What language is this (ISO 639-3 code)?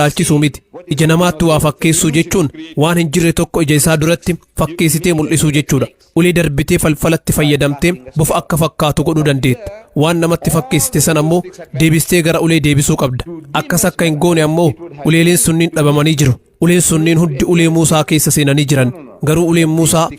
orm